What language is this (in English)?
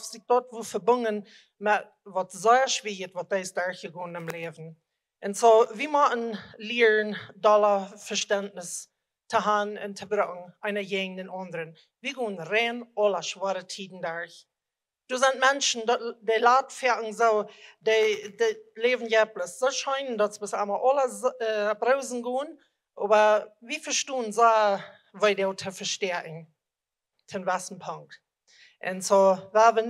Plautdietsch